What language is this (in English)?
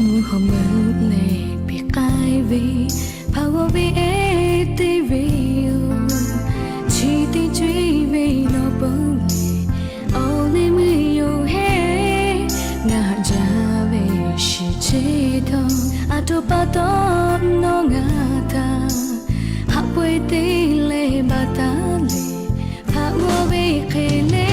Lahu